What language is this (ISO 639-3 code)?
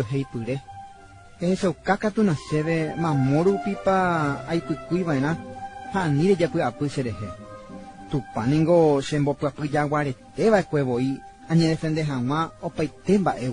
grn